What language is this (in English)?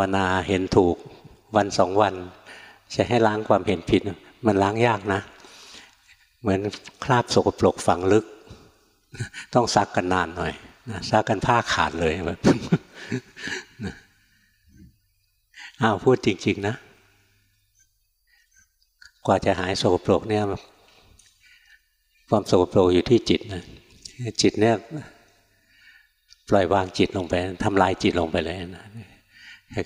Thai